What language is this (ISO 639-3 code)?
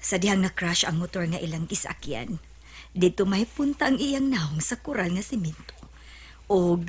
ceb